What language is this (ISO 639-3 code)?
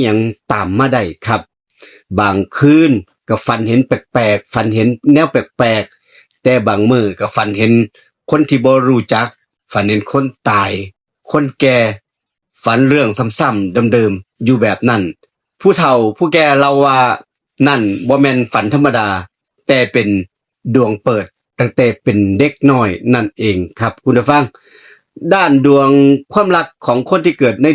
tts